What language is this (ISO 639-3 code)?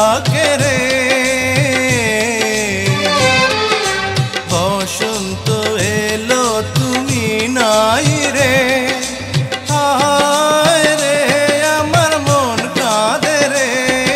ben